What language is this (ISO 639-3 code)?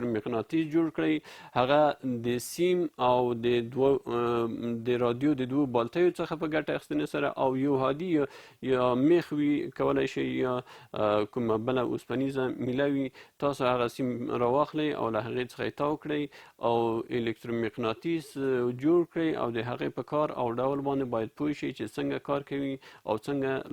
pus